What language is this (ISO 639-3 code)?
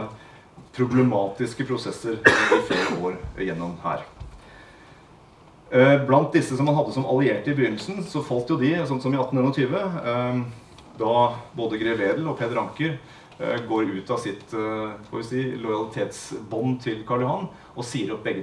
nor